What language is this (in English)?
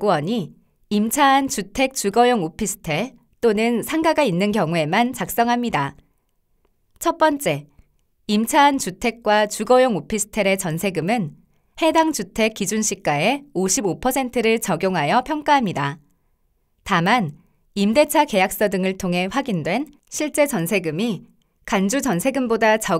Korean